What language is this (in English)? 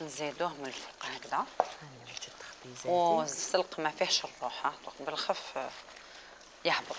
Algerian Arabic